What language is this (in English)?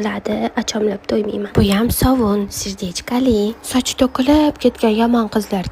Uzbek